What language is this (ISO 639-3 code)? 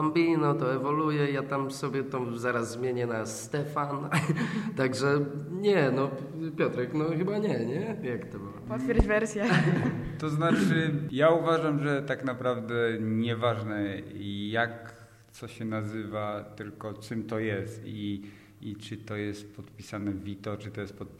pol